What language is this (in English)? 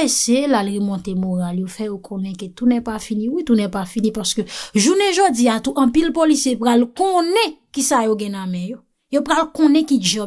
Haitian Creole